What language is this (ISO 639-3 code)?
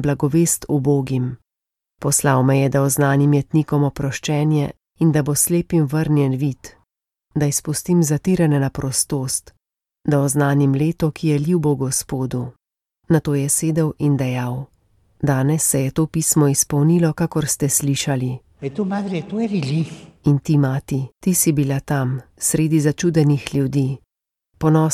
slv